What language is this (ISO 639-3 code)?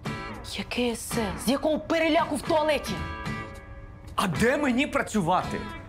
ukr